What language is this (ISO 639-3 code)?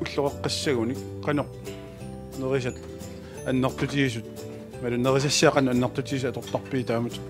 kal